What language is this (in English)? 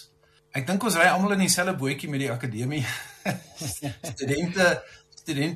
Afrikaans